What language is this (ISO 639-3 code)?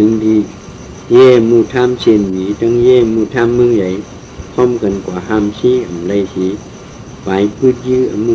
shn